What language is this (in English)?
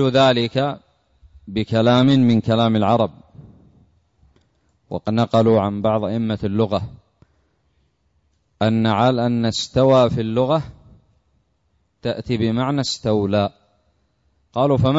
Arabic